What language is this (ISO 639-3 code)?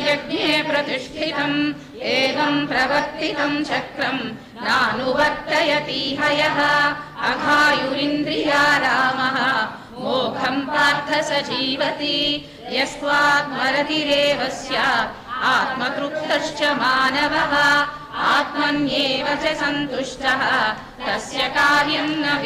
san